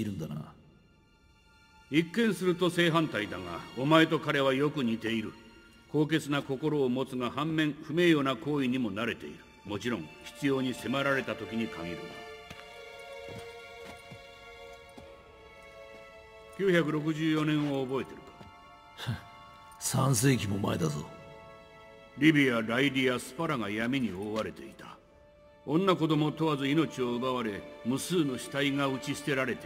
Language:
Japanese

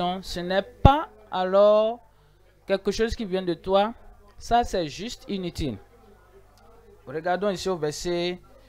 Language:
French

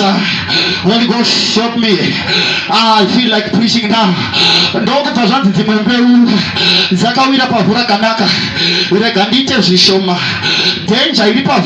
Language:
Shona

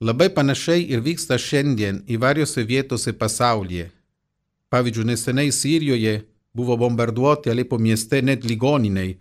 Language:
Lithuanian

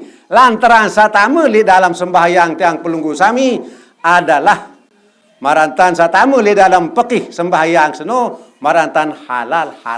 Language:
Sasak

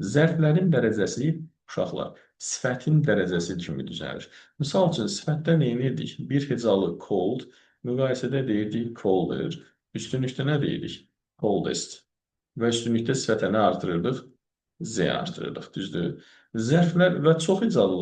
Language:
Azerbaijani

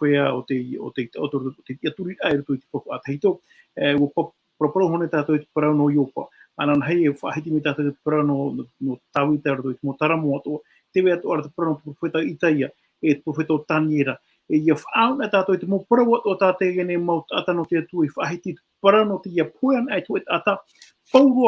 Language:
Tahitian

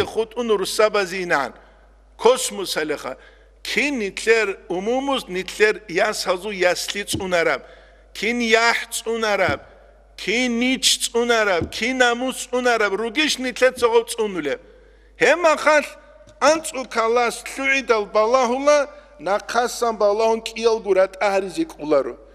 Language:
Avaric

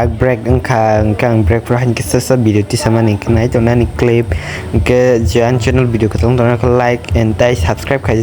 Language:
Kok Borok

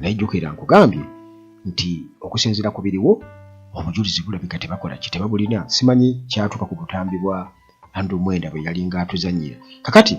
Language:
Ganda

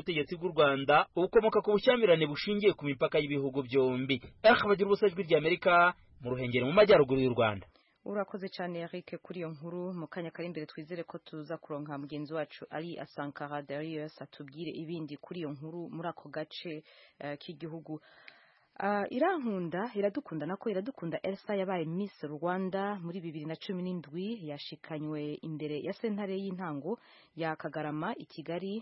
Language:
Kinyarwanda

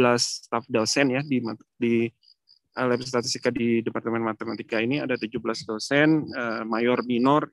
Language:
Indonesian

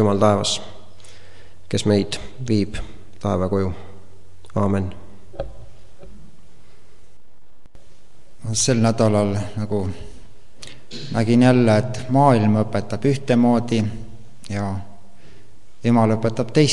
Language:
Estonian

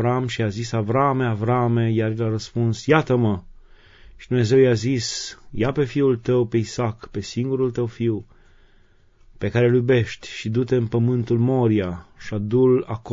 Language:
Romanian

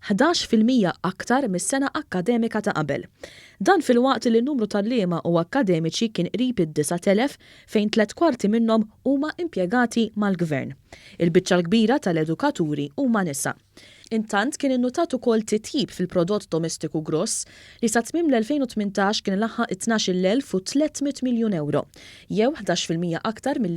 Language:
Maltese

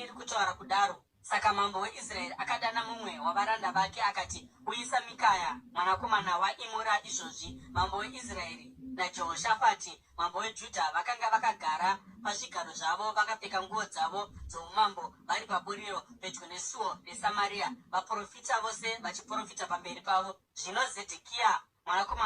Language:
Shona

